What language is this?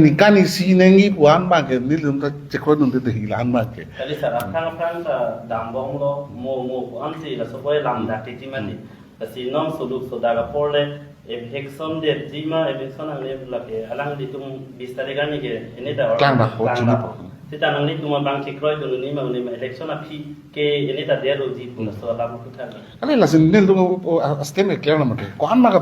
Karbi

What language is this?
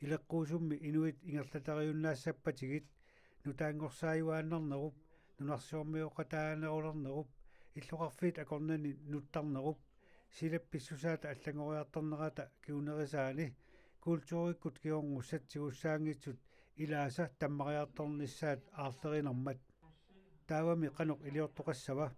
Kalaallisut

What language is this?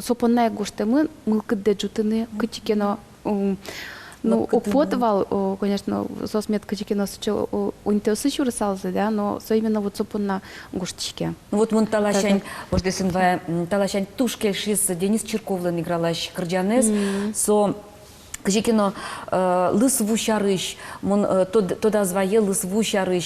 Udmurt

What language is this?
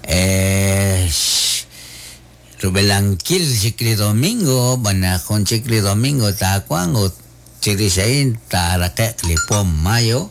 Kekchí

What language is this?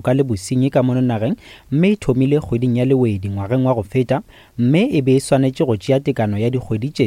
Northern Sotho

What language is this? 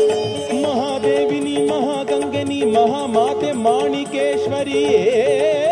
Kannada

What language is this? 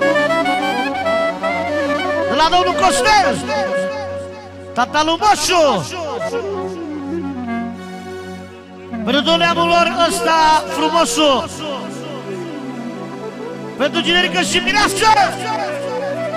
Romanian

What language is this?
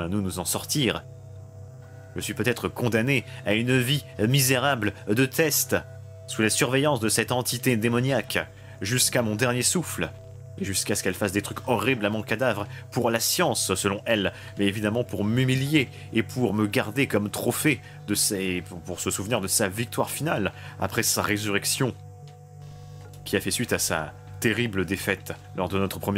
French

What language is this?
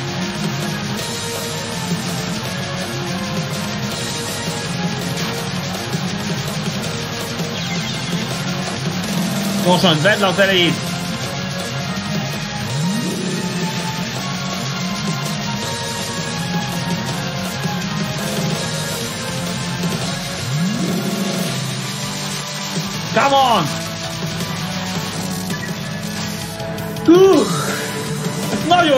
Hungarian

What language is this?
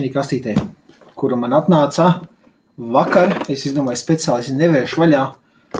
Latvian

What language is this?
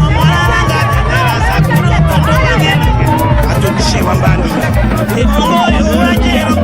Tetela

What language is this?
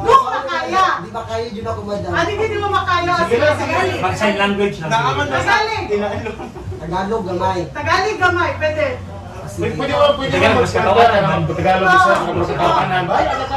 Cebuano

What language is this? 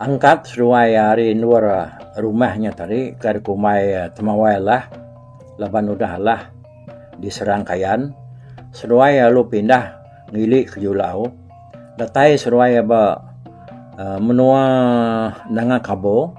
Iban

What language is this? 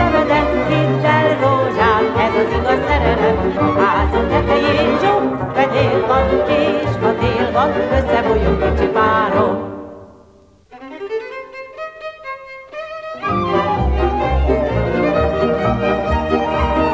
Hungarian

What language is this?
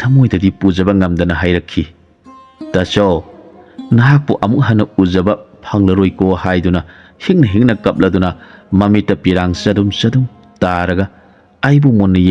Manipuri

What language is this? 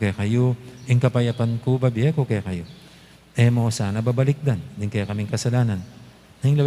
Pampanga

